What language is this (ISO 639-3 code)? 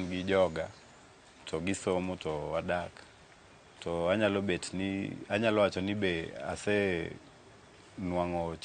luo